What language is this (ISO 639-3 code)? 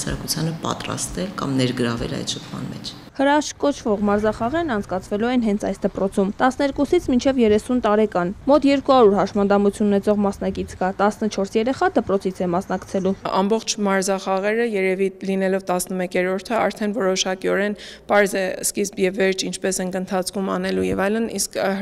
hye